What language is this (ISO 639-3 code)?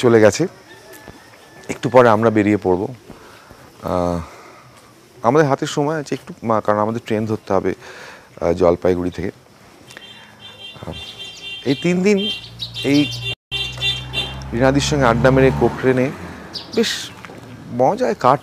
ben